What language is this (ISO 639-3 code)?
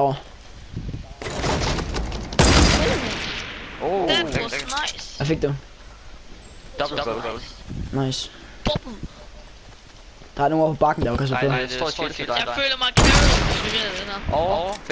dan